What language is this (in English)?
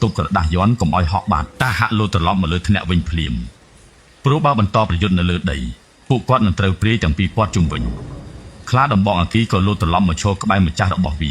Khmer